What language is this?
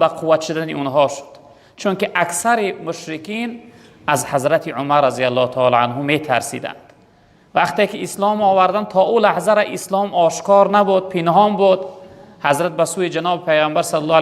Tajik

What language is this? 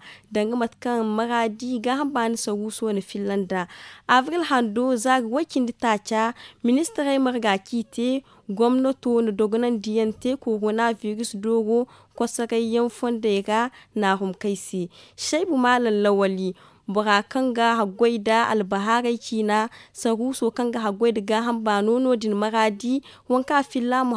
Zarma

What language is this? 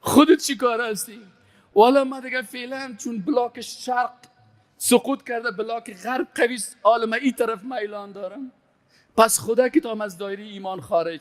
Persian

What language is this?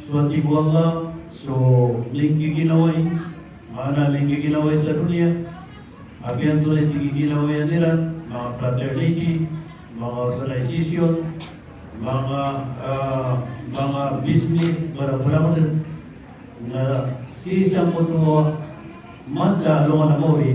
Maranao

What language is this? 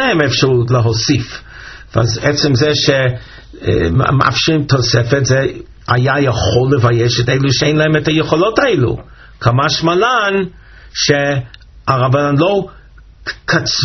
Hebrew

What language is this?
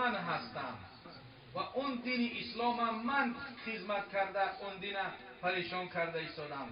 Tajik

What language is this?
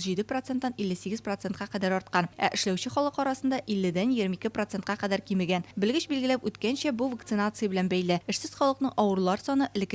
Tatar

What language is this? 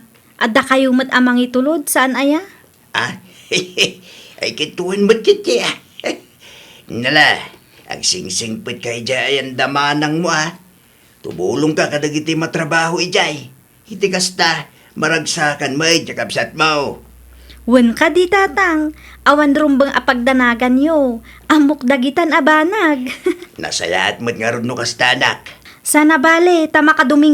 Iloko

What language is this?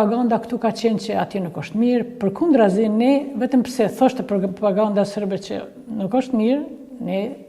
Albanian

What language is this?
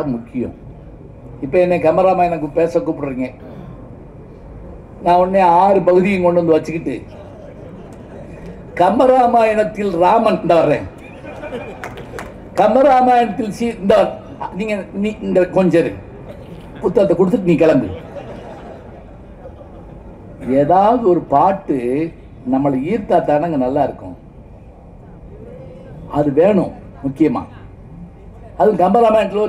Tamil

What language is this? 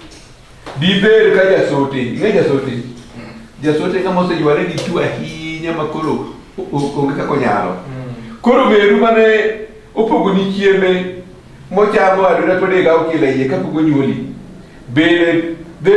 Luo (Kenya and Tanzania)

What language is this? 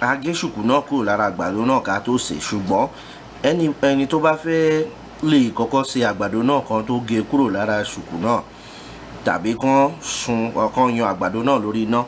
Yoruba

